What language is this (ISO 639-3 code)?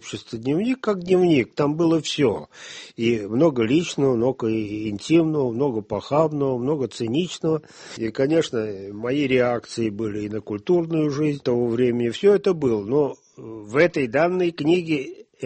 rus